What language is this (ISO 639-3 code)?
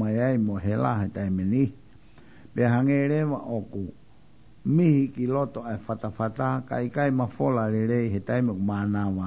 ton